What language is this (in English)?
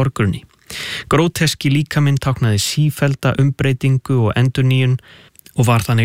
Icelandic